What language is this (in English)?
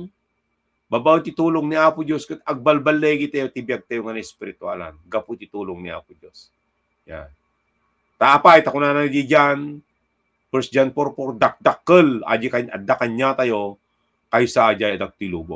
Iloko